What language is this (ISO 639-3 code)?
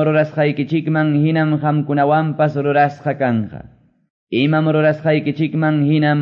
que